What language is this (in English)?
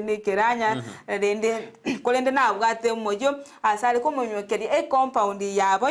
Gusii